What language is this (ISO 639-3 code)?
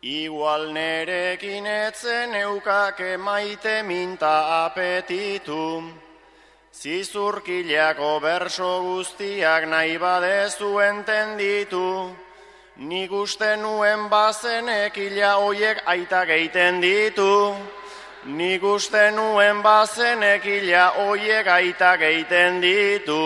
eus